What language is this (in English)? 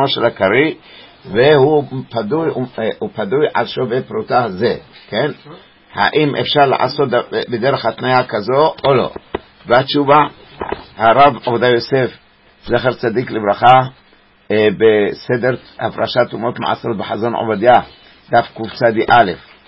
Hebrew